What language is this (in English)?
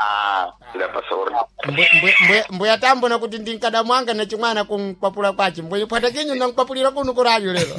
Sena